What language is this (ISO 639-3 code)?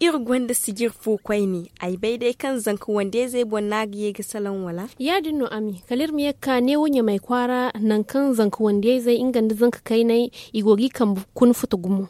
dje